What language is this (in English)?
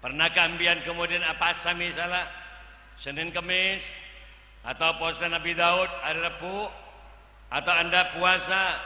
Madurese